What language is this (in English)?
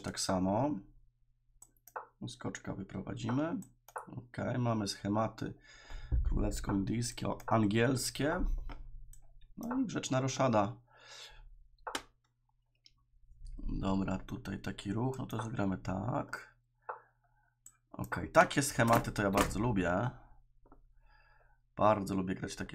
Polish